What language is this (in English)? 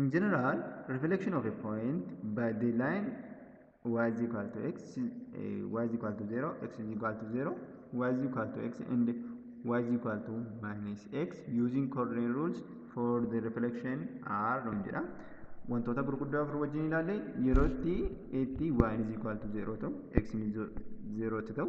Oromo